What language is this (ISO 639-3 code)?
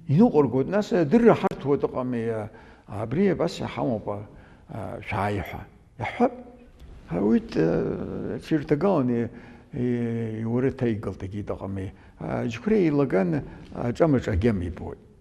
abk